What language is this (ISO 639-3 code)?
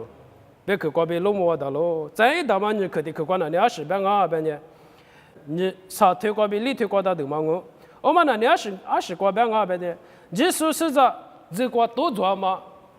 lis